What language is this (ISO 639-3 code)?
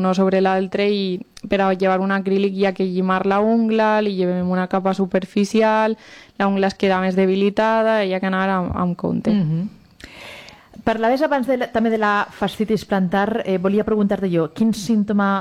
cat